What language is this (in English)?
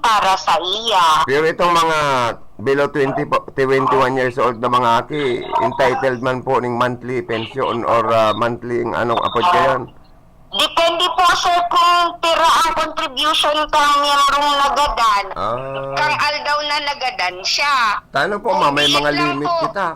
Bikol